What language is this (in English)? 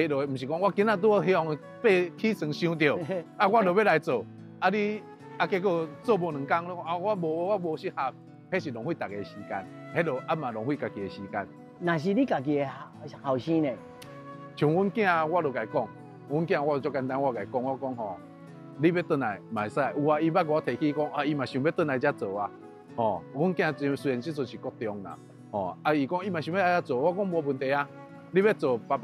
Min Nan Chinese